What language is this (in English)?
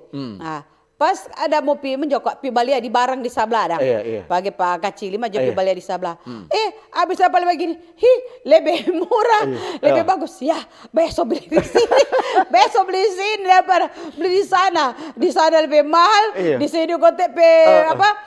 Manado Malay